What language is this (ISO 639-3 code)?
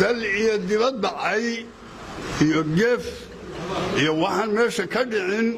som